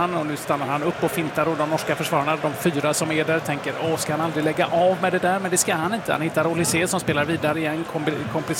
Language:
Swedish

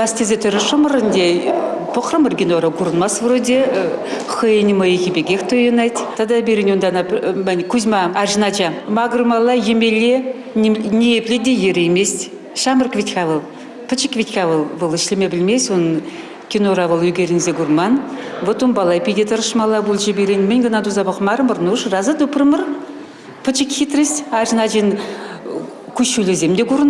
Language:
Chuvash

